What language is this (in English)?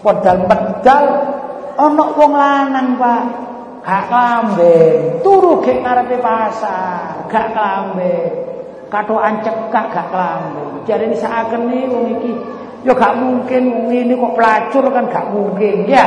Javanese